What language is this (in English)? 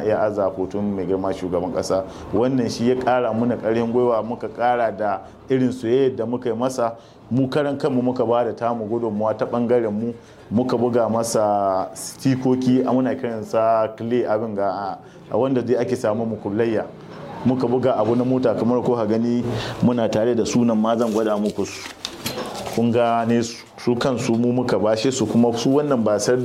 Hausa